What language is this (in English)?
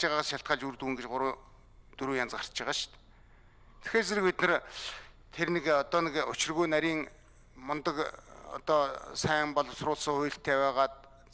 Mongolian